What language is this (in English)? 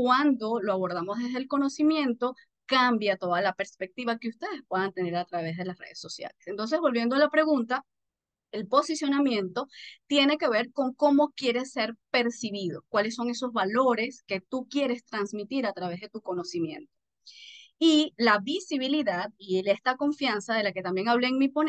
Spanish